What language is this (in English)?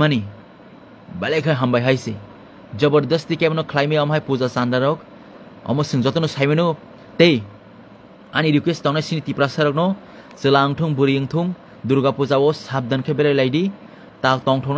Kok Borok